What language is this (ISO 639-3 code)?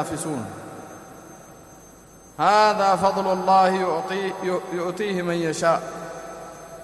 ara